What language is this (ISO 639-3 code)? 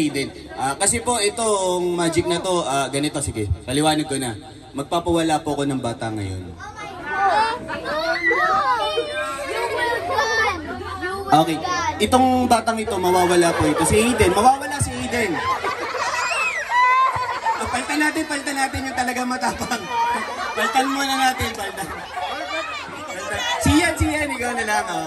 fil